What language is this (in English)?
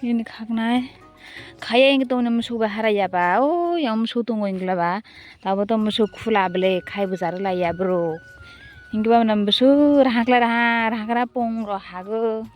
Kok Borok